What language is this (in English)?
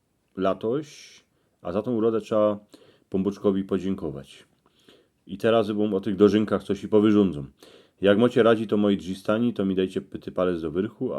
Silesian